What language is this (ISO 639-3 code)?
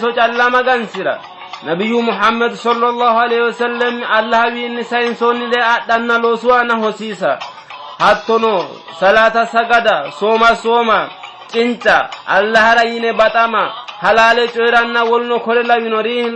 sid